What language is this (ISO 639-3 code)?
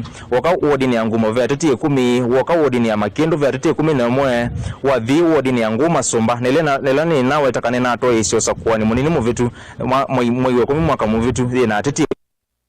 kam